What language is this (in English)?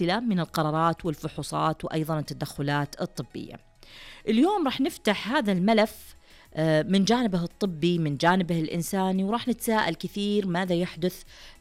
Najdi Arabic